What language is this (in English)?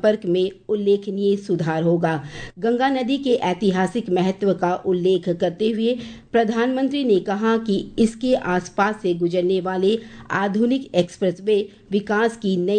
Hindi